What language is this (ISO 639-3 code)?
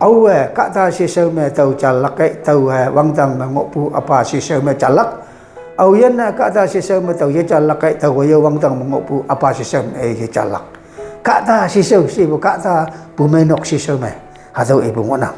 nbe